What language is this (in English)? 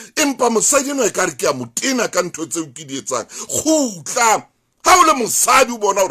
Southern Sotho